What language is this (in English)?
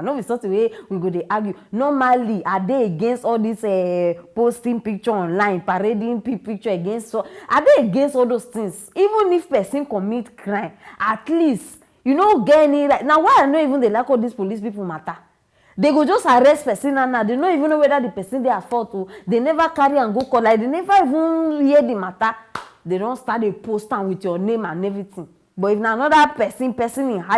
Nigerian Pidgin